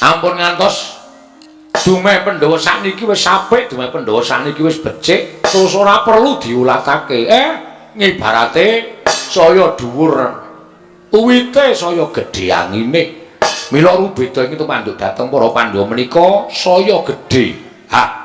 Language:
Javanese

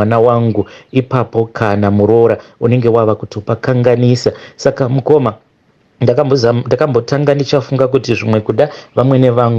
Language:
Shona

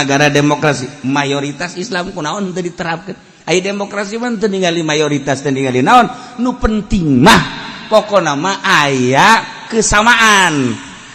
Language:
Sundanese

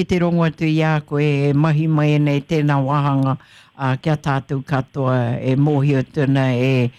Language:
Māori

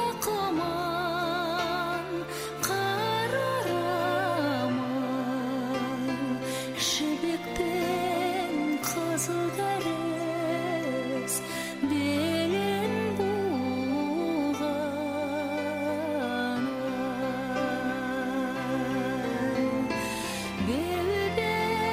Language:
Kazakh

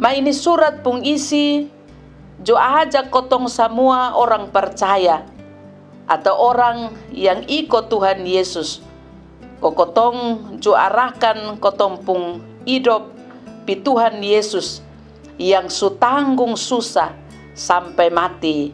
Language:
Kupang Malay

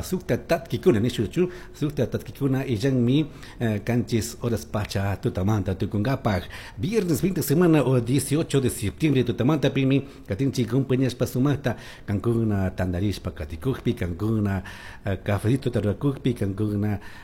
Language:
Chimborazo Highland Quichua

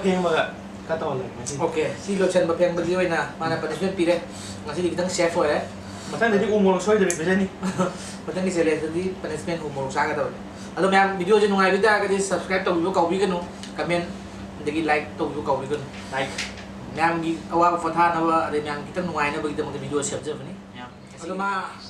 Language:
Manipuri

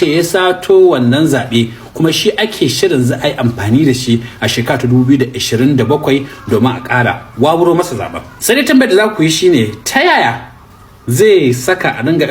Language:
Hausa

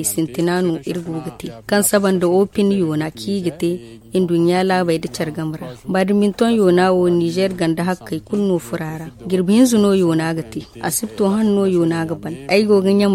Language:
Zarma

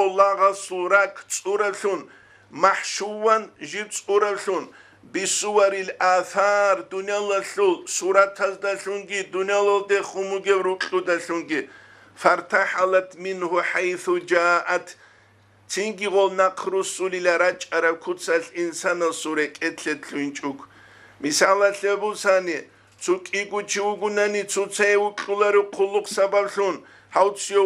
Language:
Avaric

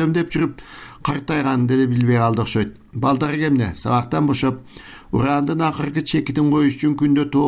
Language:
Kyrgyz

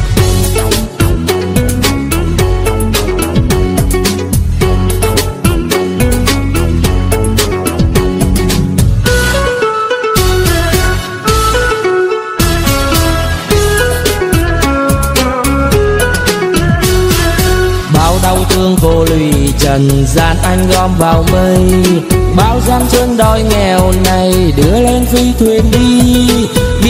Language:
Vietnamese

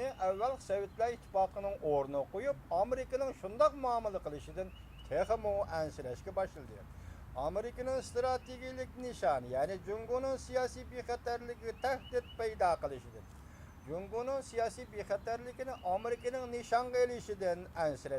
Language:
Uyghur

